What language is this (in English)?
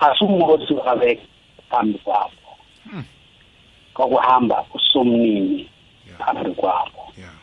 South Ndebele